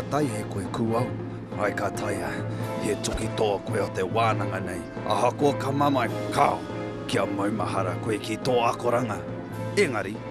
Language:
Māori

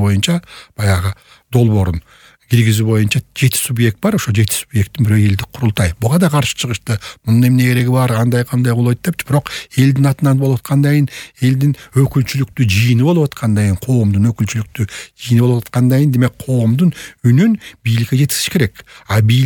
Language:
Kyrgyz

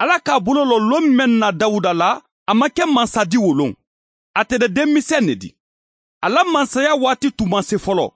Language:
Mandingo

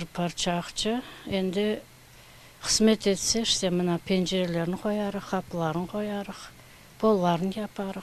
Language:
Crimean Tatar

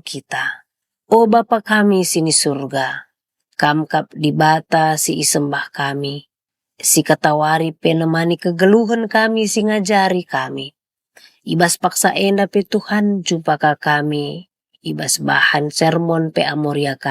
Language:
Batak Karo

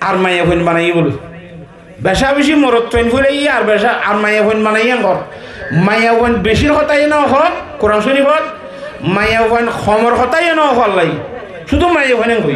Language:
Rohingya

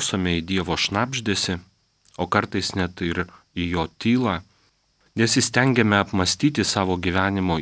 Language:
Lithuanian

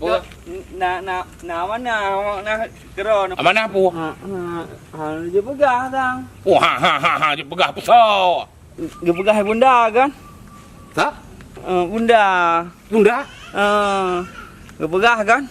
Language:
Achinese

